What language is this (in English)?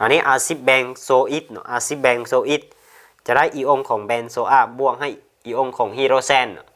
Lao